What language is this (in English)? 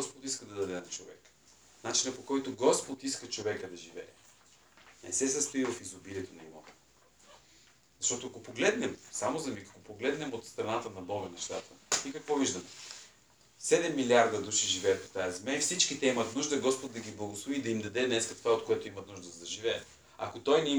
Bulgarian